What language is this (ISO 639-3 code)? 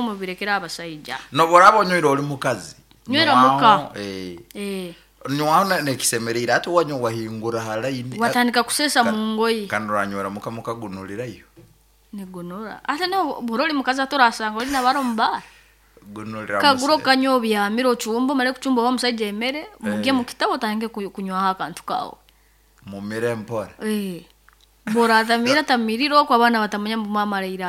nyo